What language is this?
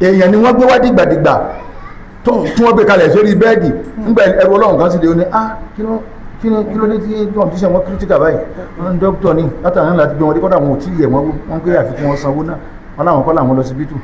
Yoruba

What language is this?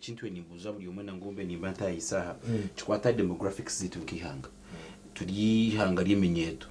Nyankole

